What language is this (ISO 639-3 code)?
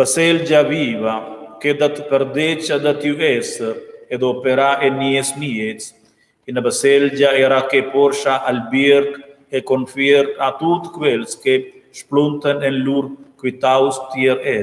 roh